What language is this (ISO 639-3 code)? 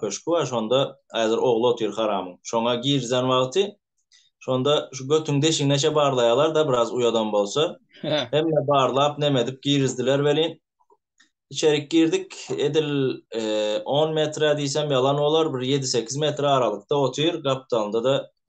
tuk